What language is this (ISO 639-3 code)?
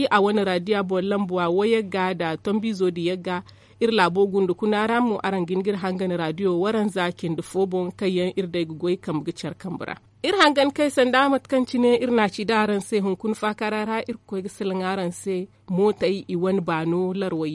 dje